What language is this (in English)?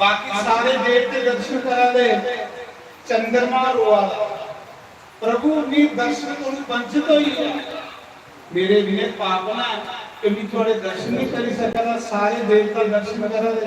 Dogri